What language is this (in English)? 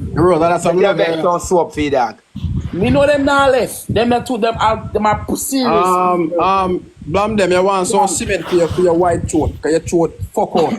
Jamaican Creole English